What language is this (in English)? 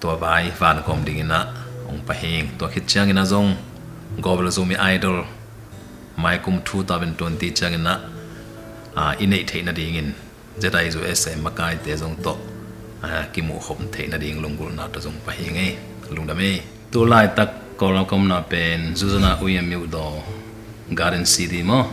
Tedim Chin